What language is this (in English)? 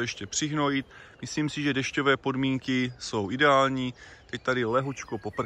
Czech